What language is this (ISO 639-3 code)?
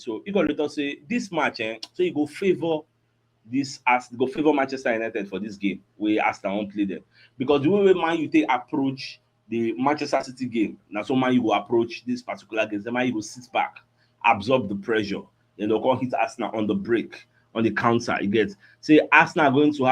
pcm